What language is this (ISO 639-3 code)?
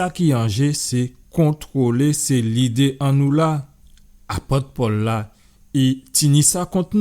gcf